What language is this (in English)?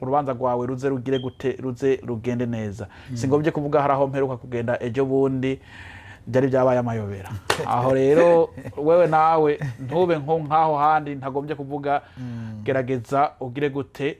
Rundi